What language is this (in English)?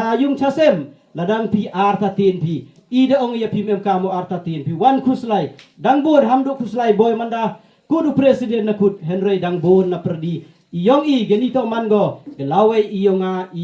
Khasi